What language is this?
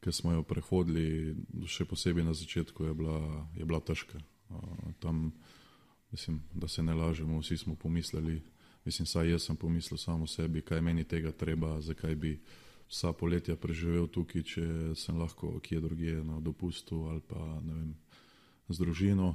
Slovenian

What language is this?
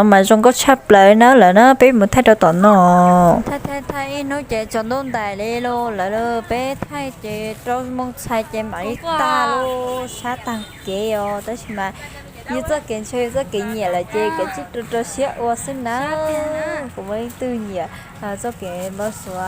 Hmong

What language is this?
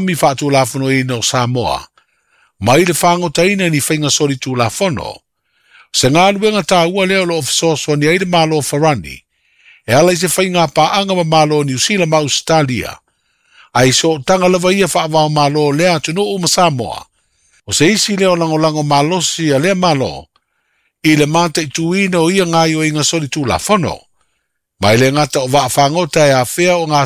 Samoan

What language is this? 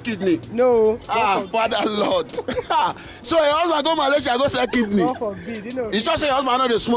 Nigerian Pidgin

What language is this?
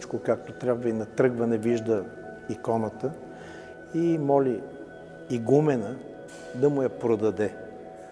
Bulgarian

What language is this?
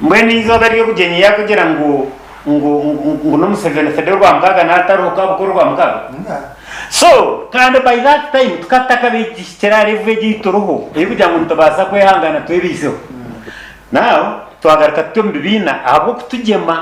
Nyankole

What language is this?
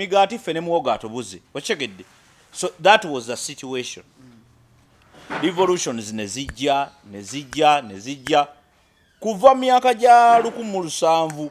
Ganda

